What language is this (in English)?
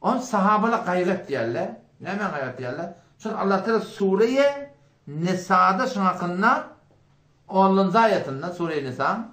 Turkmen